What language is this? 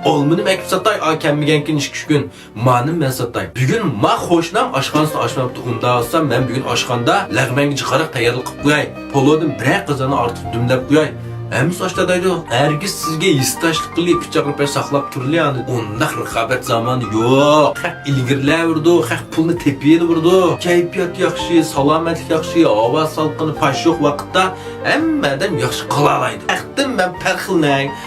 Uyghur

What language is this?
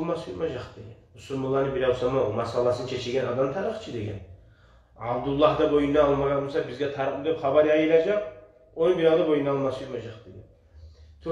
Kumyk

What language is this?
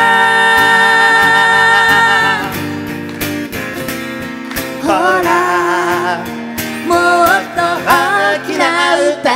Japanese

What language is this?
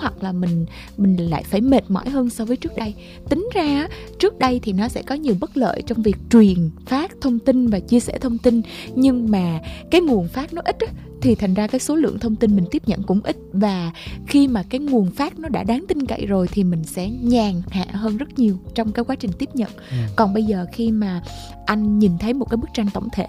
Vietnamese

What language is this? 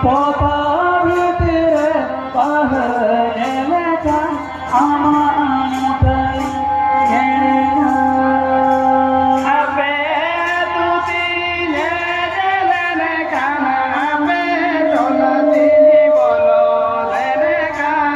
Santali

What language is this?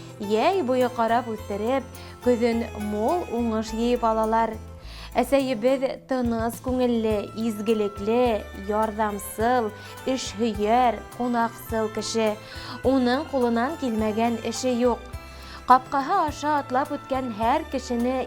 Bashkir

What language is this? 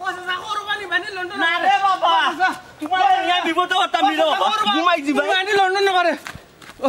Sylheti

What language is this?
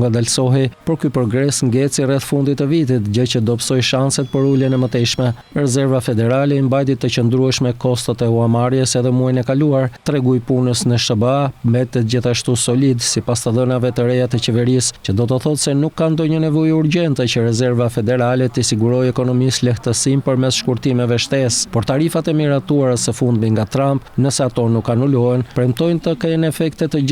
Albanian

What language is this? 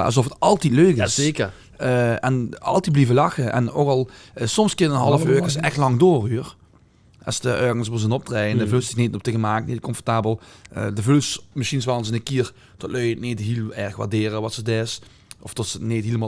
Limburgish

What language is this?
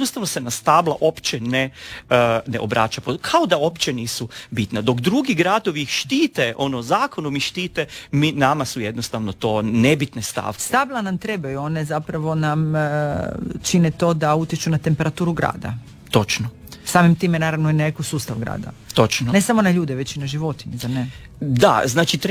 Croatian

